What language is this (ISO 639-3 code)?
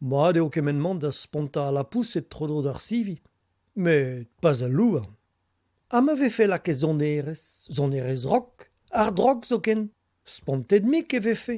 bre